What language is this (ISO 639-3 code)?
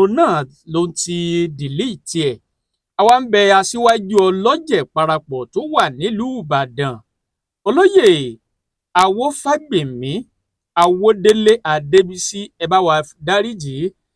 yor